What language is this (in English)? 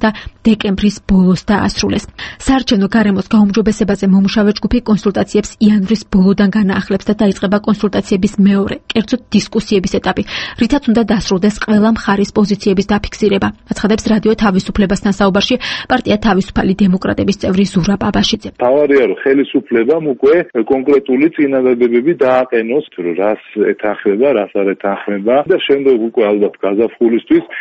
Georgian